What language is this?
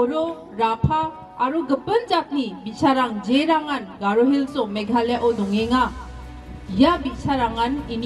Garo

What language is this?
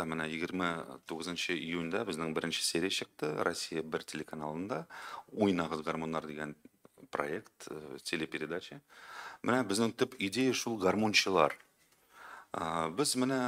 Tatar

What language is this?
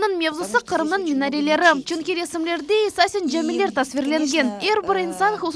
Crimean Tatar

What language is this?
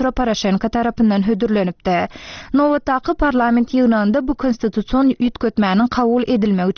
Turkmen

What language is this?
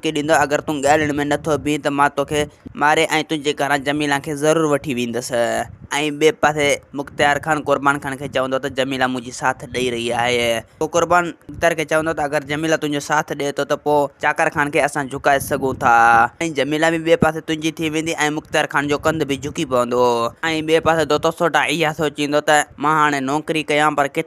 Sindhi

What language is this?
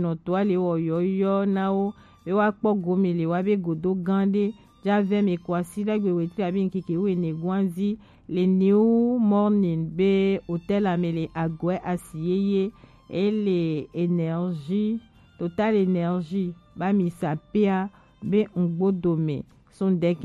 Gen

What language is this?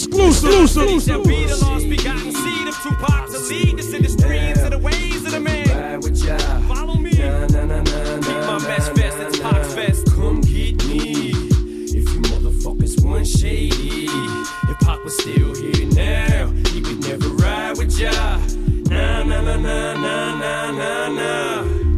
English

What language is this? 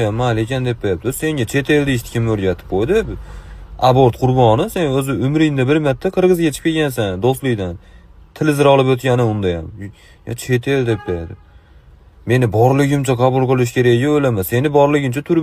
Uzbek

